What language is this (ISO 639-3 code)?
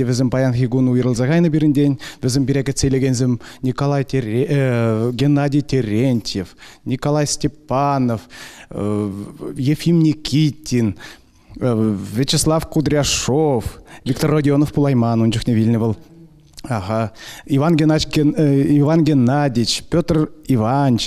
chv